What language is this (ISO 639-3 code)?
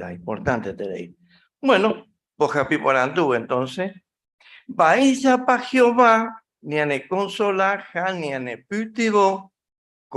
grn